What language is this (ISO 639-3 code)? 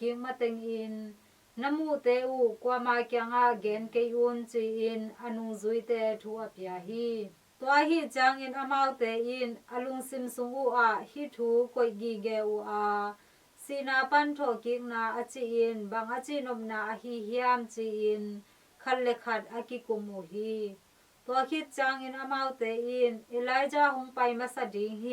ctd